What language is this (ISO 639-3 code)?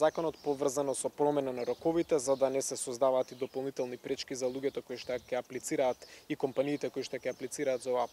mkd